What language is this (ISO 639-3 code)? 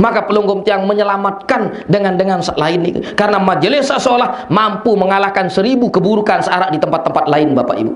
sas